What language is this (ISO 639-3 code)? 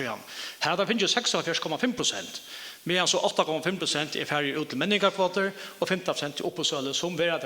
fao